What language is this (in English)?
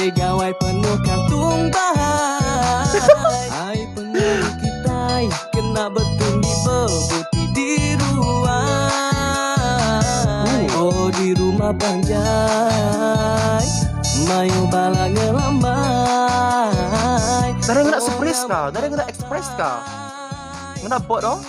Iban